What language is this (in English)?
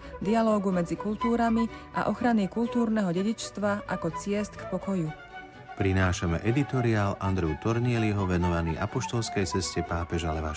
Slovak